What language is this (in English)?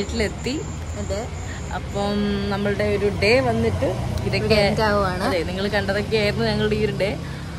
Malayalam